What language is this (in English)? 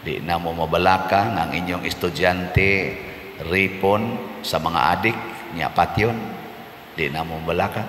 Cebuano